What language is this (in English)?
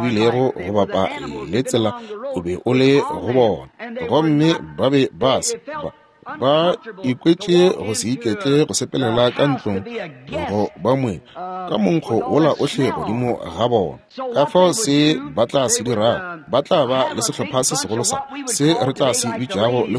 Northern Sotho